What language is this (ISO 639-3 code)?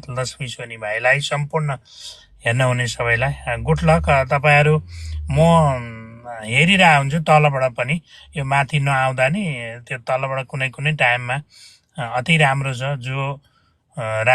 nep